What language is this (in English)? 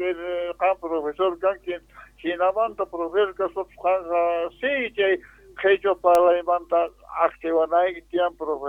South Bolivian Quechua